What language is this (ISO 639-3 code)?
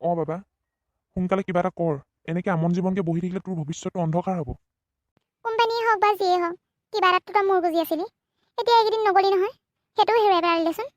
asm